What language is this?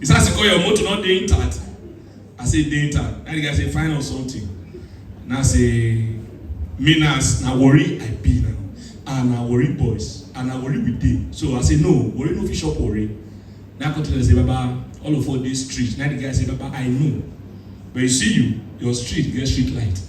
Nigerian Pidgin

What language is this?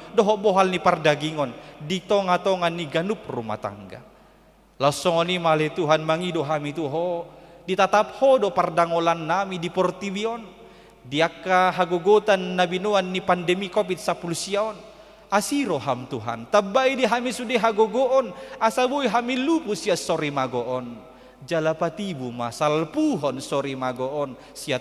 Batak Toba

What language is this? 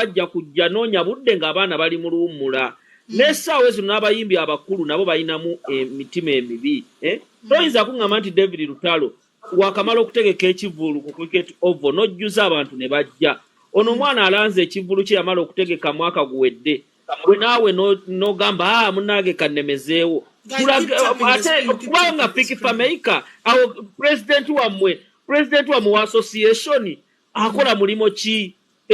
Ganda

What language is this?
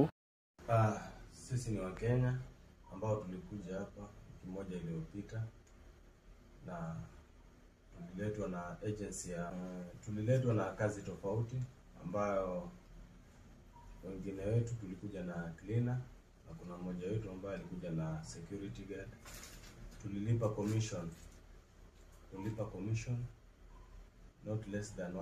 Swahili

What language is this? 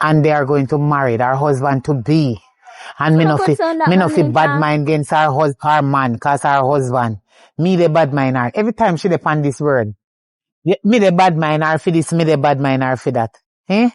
Jamaican Creole English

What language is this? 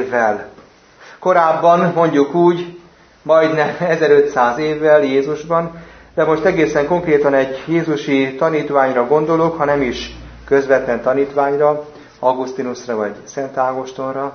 Hungarian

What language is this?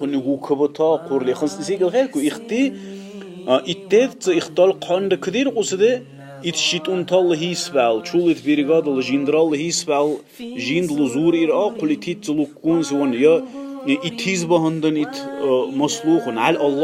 Dargwa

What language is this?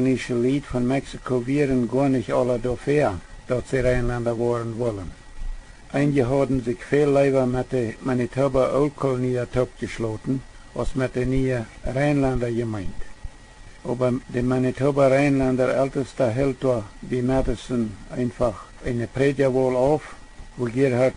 Plautdietsch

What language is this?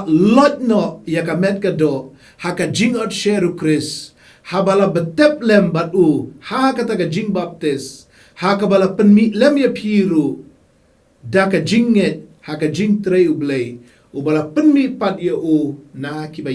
Khasi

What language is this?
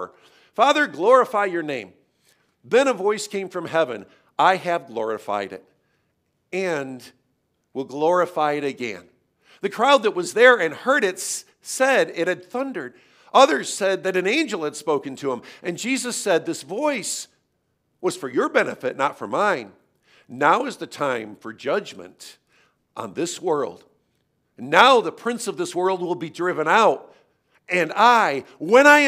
English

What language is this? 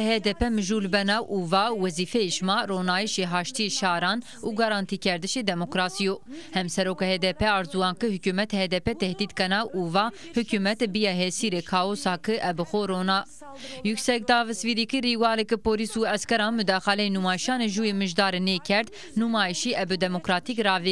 Zaza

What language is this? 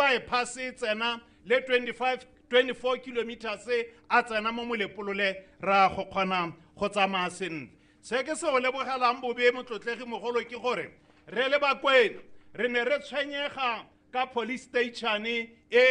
Tswana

